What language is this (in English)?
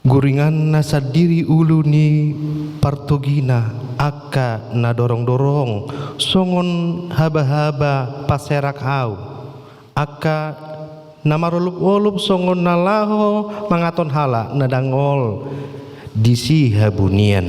Batak Toba